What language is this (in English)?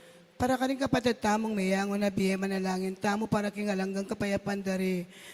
Pampanga